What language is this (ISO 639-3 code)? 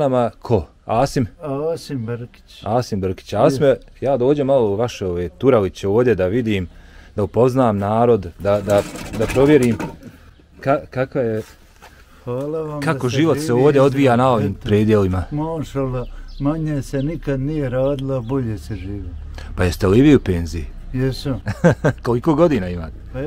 bos